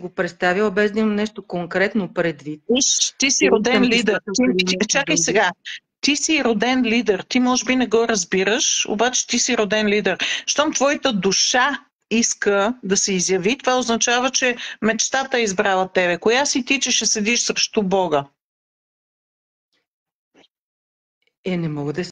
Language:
Bulgarian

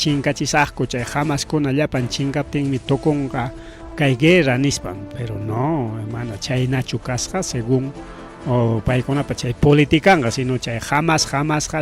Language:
Ayacucho Quechua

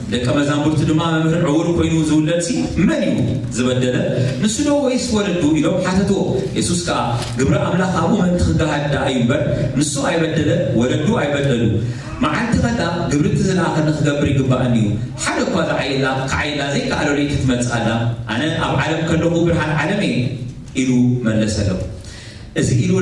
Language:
Tigrinya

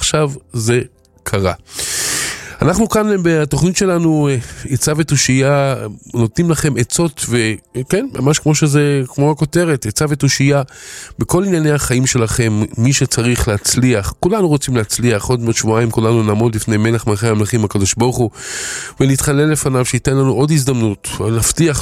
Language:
Hebrew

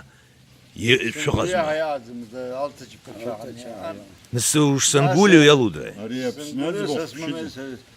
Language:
Abkhazian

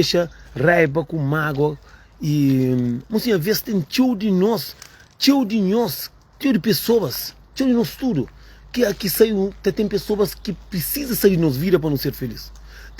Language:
Kabuverdianu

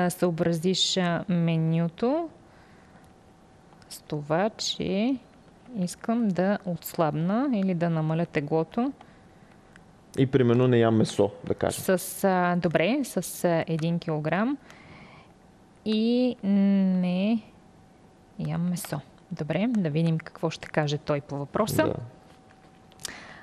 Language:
Bulgarian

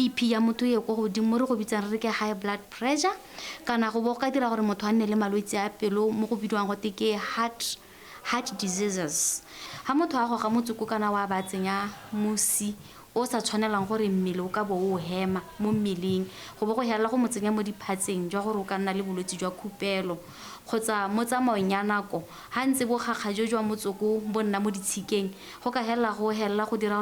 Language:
Tswana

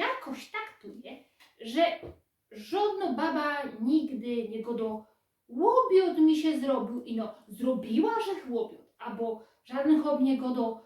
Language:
Silesian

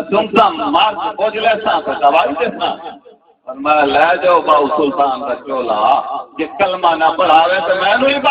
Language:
Saraiki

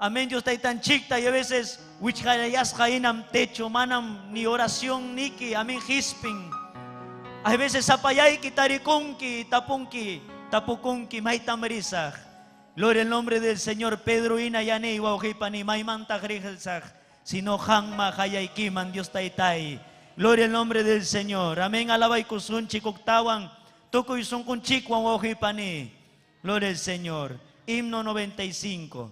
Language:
Ayacucho Quechua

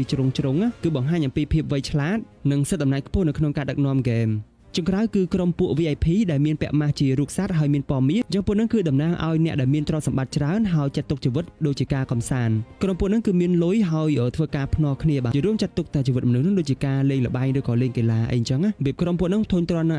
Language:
Khmer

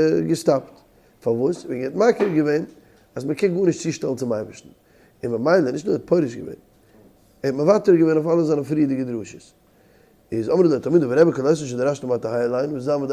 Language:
Yiddish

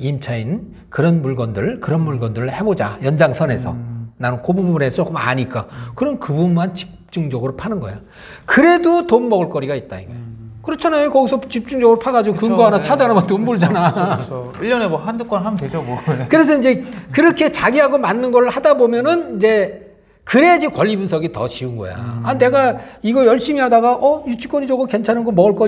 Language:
Korean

